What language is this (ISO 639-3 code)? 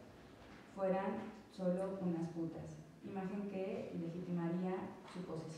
spa